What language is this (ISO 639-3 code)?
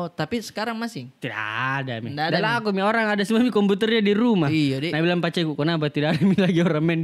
mfp